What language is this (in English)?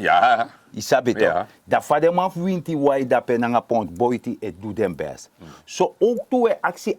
Sranan Tongo